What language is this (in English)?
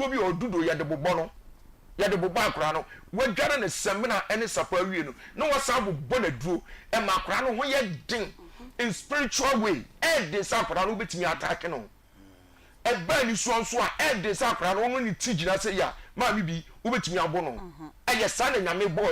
Akan